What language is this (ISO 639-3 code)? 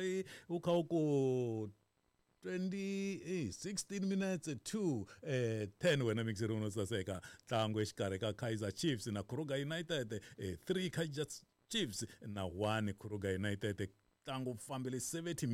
tso